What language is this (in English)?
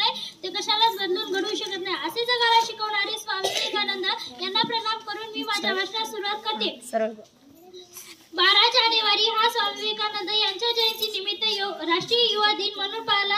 Marathi